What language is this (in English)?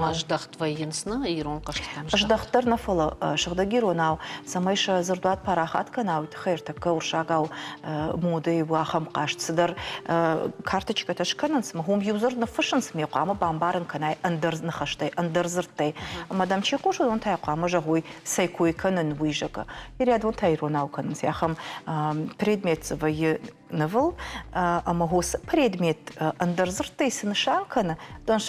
Ossetic